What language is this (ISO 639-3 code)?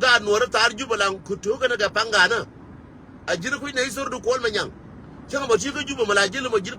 nus